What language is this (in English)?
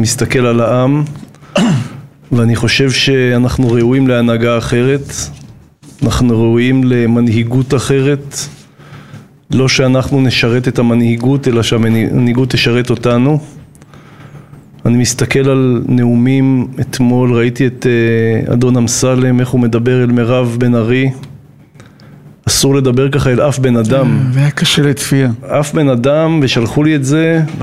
Hebrew